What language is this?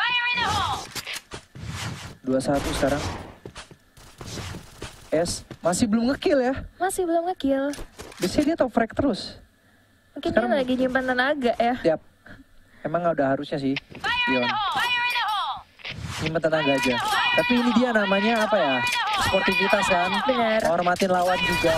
Indonesian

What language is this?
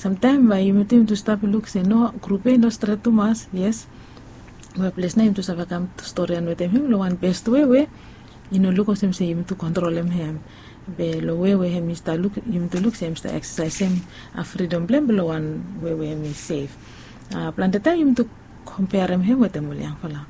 Bislama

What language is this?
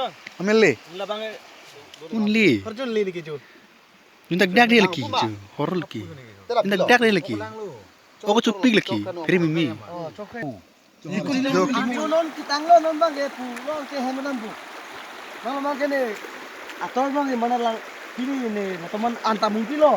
Karbi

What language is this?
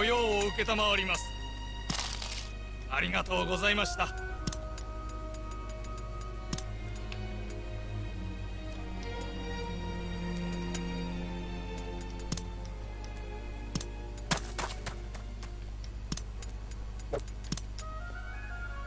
Japanese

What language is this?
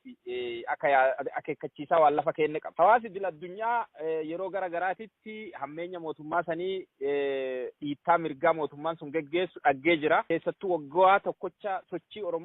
Oromo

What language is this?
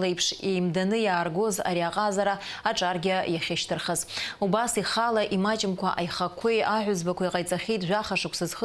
Abkhazian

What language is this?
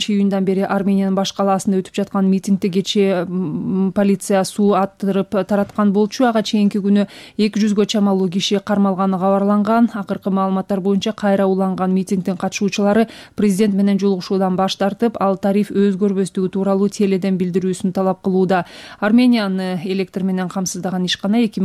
Kyrgyz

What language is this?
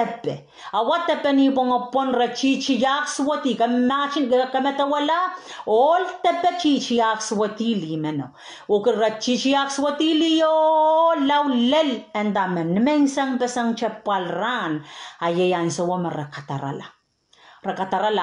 Pohnpeian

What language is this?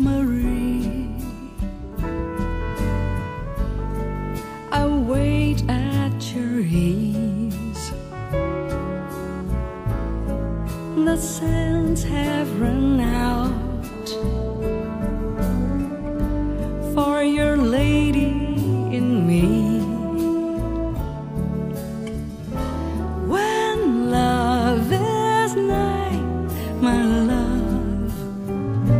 English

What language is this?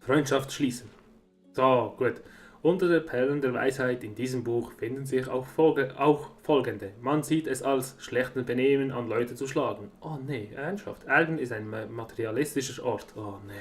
Swiss German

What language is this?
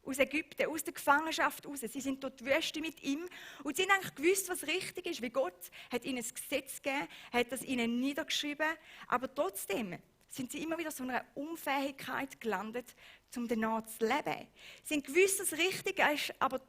Swiss German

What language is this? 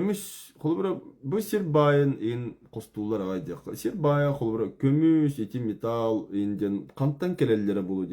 Yakut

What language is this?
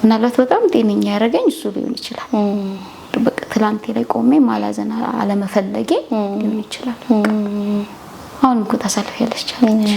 Amharic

